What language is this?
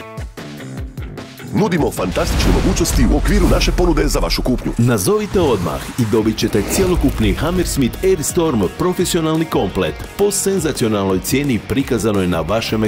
Croatian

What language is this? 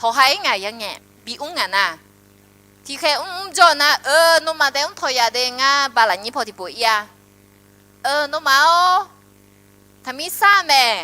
Akha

